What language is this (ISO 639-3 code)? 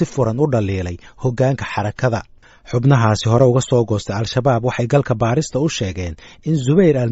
som